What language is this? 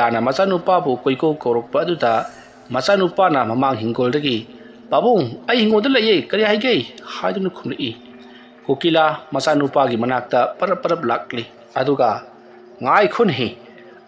Manipuri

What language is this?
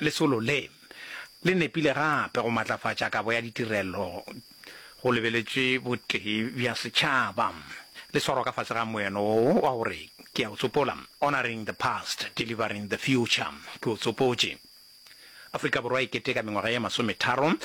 Northern Sotho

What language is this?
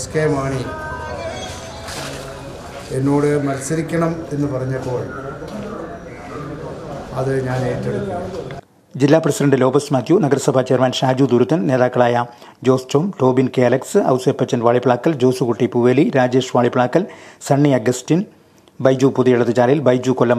Malayalam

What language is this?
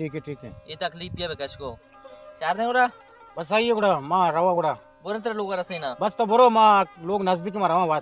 Baluchi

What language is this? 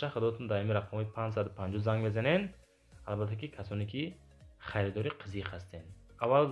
Tajik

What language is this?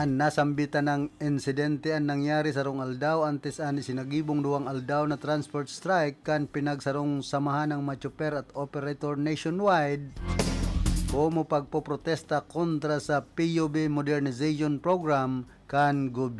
Bikol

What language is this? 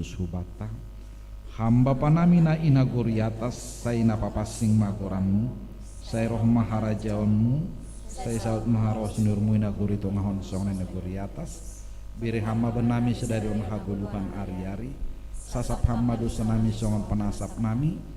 Batak Simalungun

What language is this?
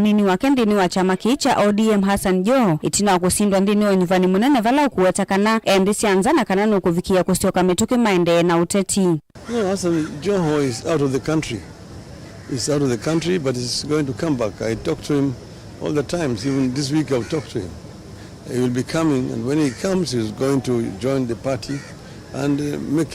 Kamba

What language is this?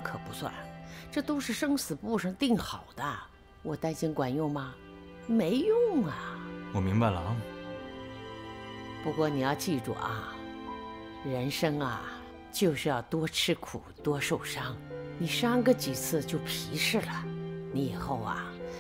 Chinese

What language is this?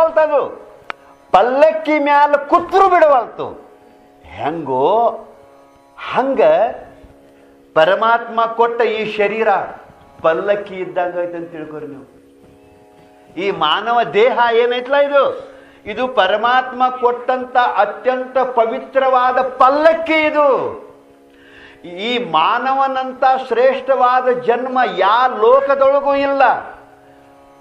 Kannada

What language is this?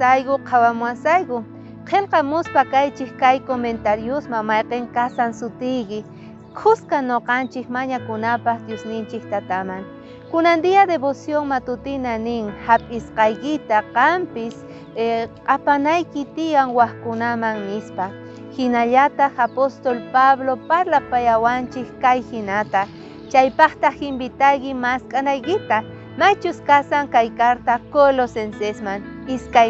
South Bolivian Quechua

